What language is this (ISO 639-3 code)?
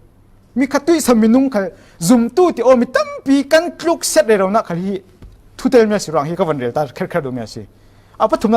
cfm